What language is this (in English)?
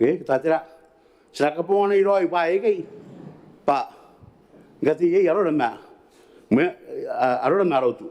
Gilbertese